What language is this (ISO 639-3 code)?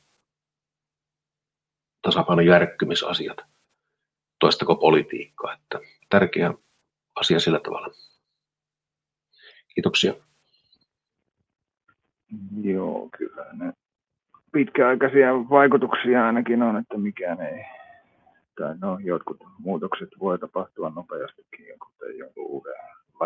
fin